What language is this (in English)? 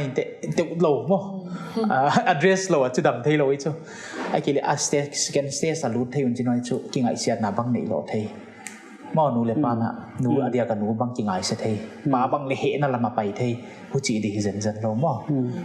Paite Chin